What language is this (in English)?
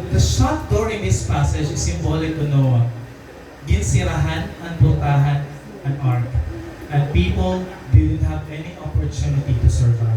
Waray